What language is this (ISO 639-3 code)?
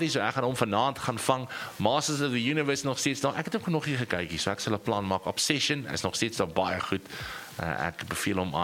afr